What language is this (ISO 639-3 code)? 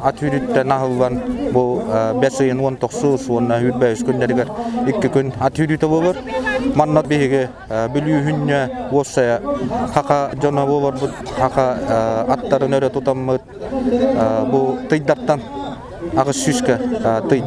sah